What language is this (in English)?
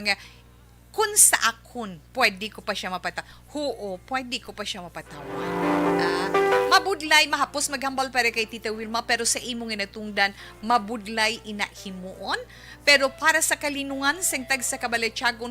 Hiligaynon